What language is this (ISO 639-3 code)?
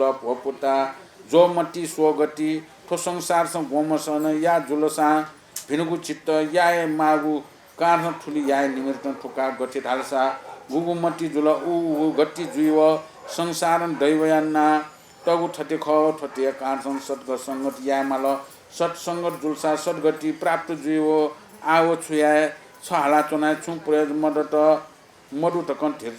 new